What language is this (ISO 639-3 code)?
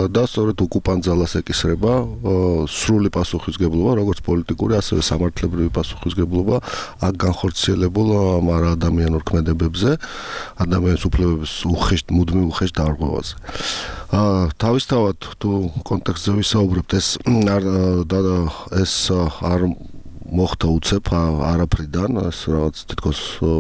kat